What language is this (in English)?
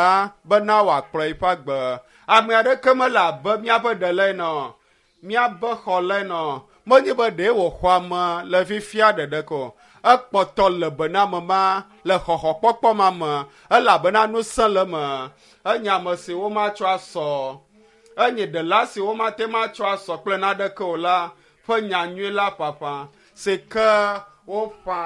Ewe